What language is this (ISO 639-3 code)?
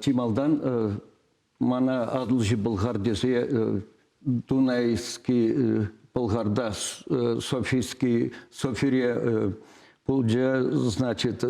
chv